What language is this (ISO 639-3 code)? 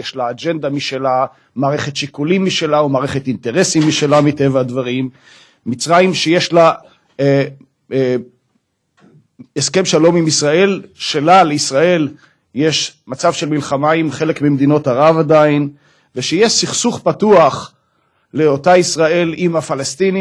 heb